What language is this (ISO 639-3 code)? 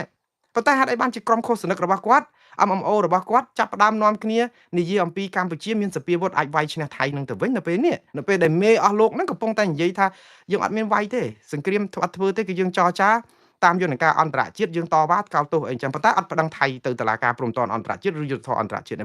khm